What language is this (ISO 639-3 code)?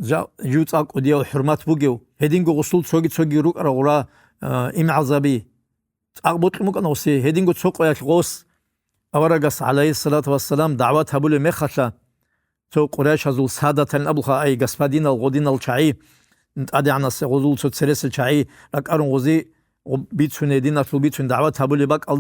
ava